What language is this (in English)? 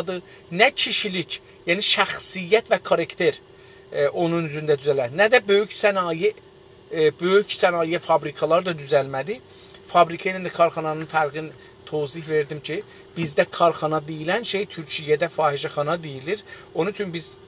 South Azerbaijani